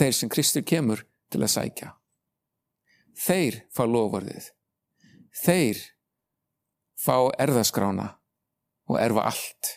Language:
Icelandic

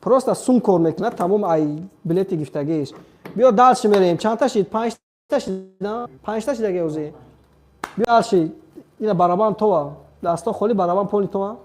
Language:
Tajik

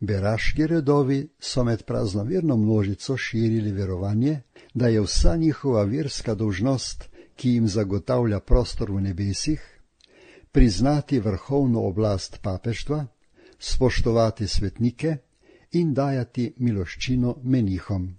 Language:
Slovenian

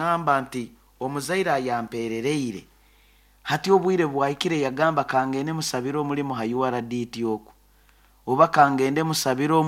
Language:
Nyoro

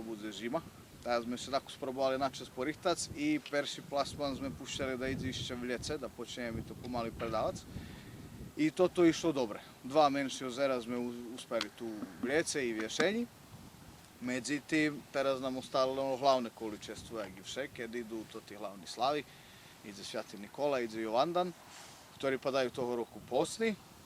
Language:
Rusyn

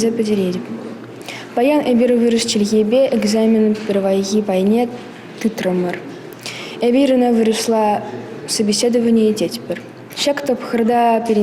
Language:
Chuvash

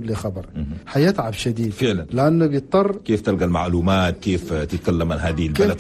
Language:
Chadian Arabic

